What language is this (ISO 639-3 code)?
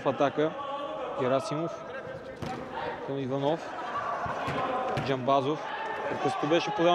bul